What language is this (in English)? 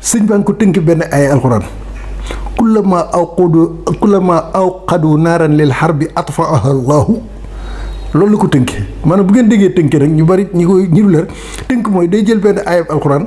Wolof